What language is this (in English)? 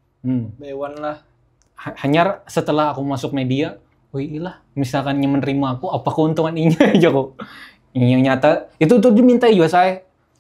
Banjar